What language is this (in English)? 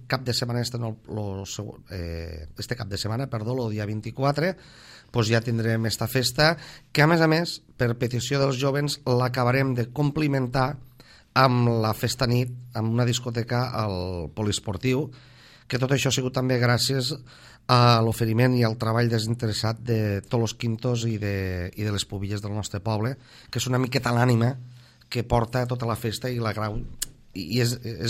Catalan